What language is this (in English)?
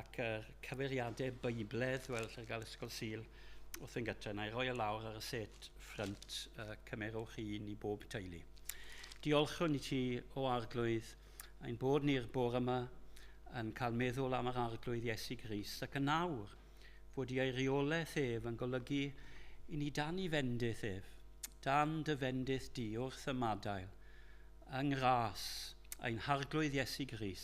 Welsh